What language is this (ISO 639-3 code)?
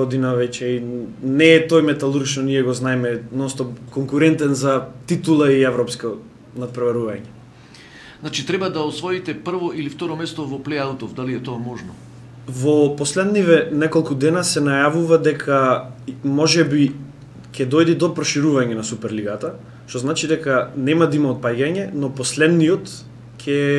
mkd